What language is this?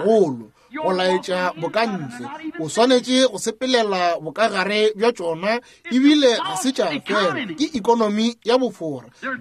Northern Sotho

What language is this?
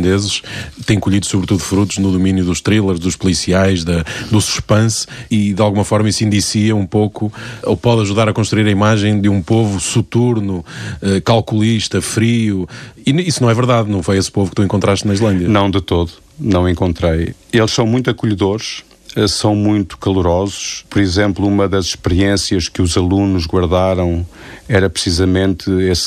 Portuguese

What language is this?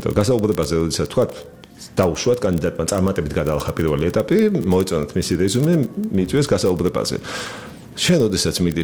Georgian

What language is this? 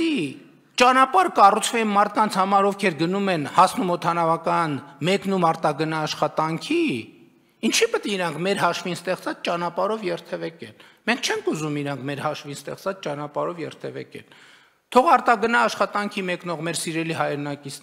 Armenian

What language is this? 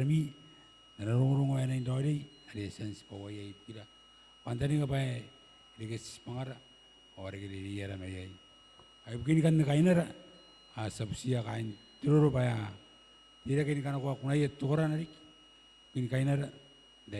Gilbertese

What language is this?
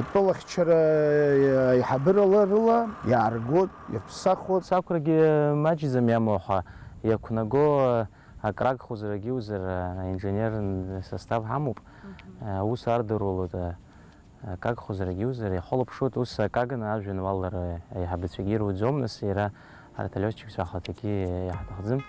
Abkhazian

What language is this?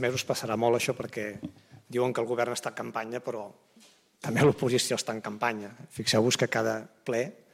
Catalan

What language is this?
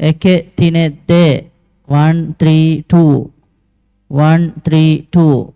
Divehi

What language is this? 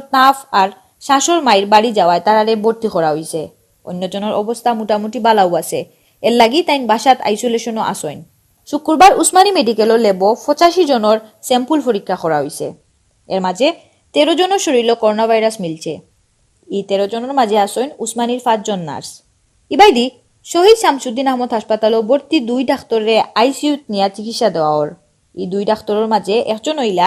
Sylheti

